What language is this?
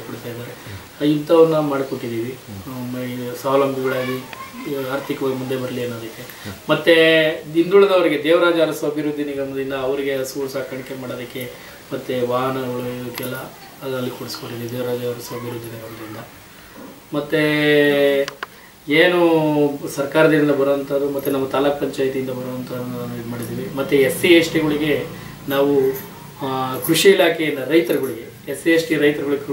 Kannada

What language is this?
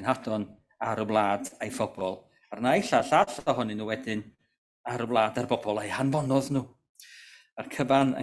Welsh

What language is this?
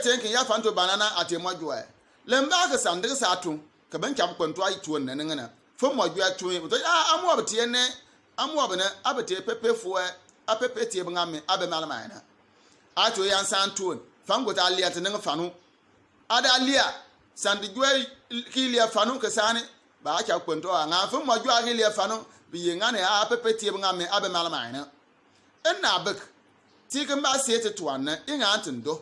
Bimoba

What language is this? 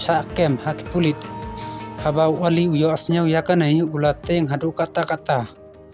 Khasi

